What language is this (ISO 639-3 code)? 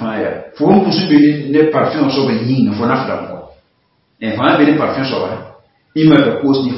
mos